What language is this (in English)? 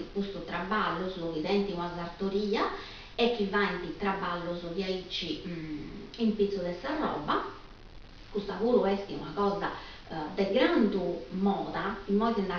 Sardinian